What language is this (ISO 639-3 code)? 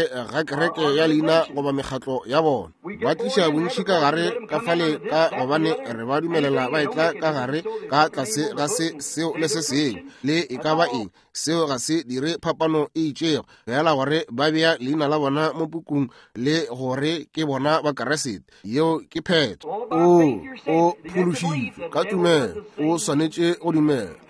nso